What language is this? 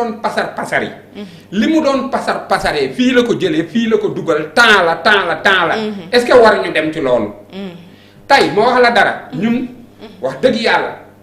Wolof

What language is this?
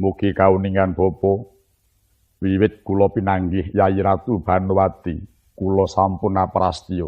Javanese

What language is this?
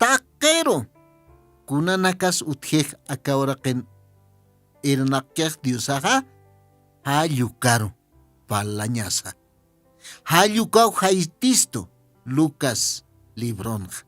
Aymara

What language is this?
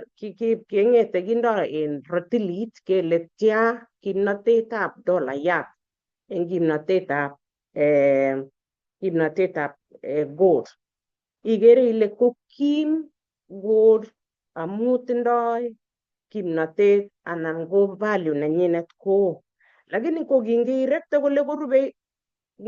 Kalenjin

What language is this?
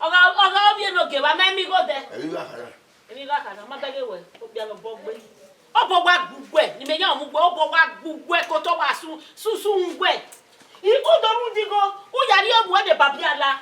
Bini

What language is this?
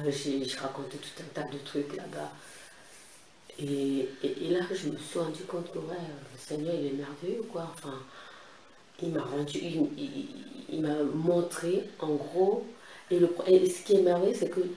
French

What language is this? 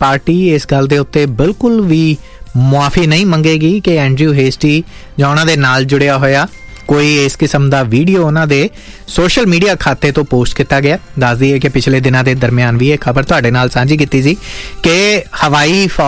Punjabi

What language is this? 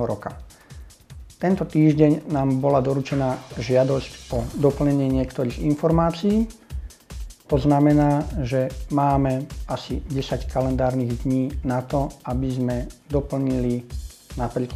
Slovak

